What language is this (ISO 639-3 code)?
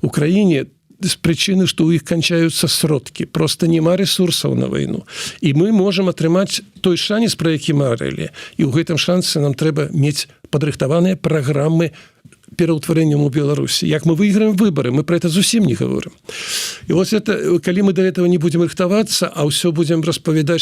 bel